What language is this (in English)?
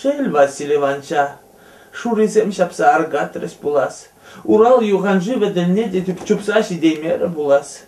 Chuvash